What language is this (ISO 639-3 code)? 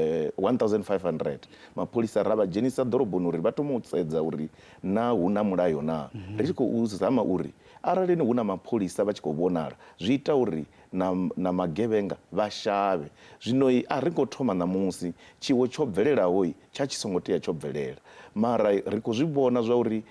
ven